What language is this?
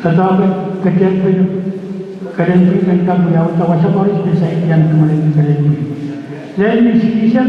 Pohnpeian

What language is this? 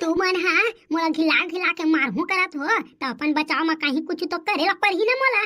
Chhattisgarhi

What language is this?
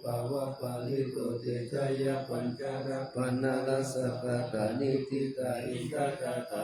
Pali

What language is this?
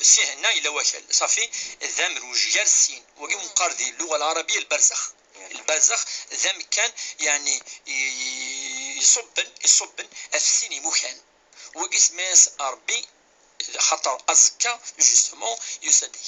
Kabyle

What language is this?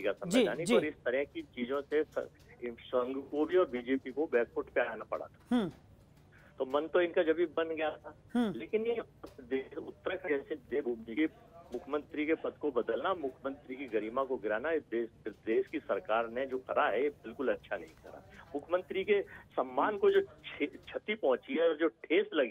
Hindi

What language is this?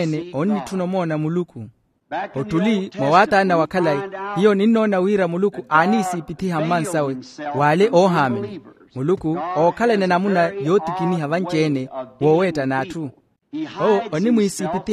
Makhuwa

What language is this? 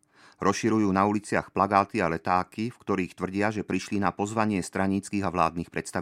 Slovak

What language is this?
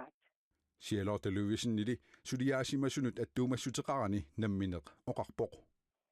Kalaallisut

